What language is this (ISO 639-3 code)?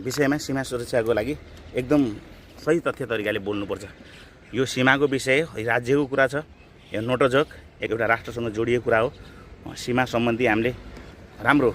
nep